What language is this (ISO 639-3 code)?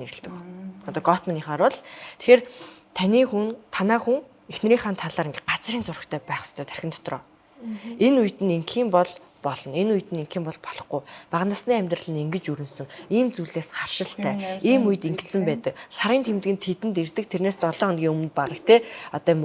mon